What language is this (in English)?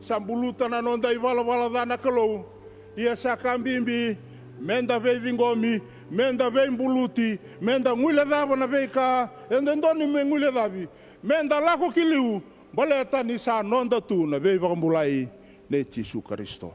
Fijian